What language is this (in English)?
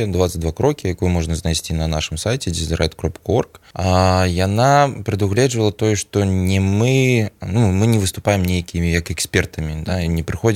Belarusian